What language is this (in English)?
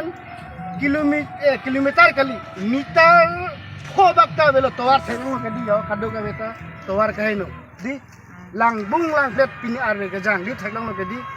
Karbi